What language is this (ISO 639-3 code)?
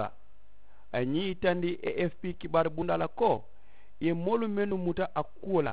man